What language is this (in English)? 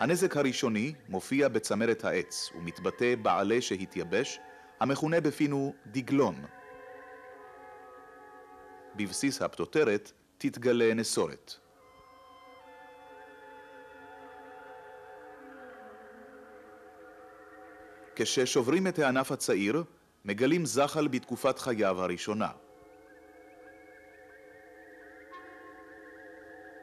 Hebrew